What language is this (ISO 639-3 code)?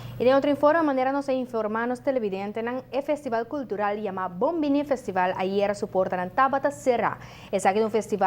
pap